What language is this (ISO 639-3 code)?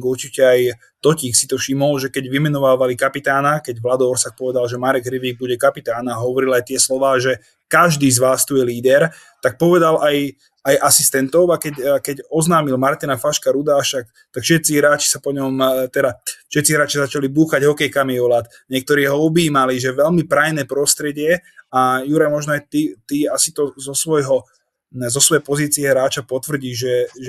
slk